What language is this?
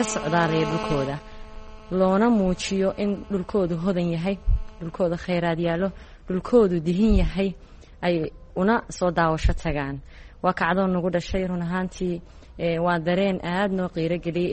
Somali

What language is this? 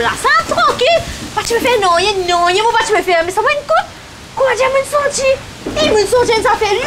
Morisyen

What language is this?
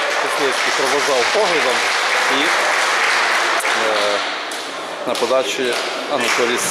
Ukrainian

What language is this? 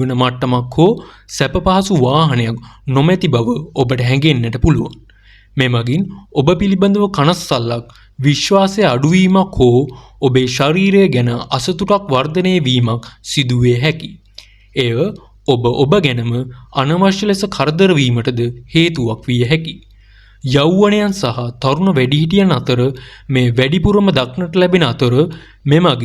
Sinhala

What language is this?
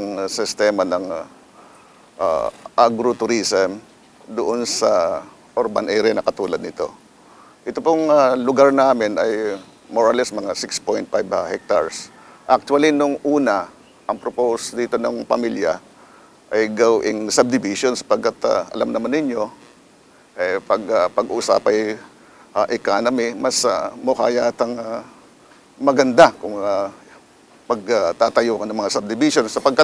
Filipino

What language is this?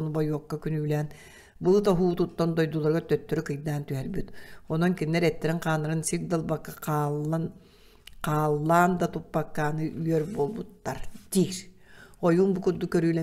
Yakut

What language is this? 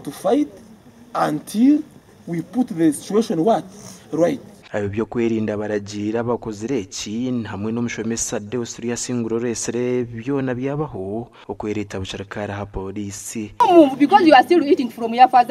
Nyankole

